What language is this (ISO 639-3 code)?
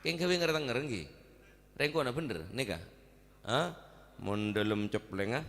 mad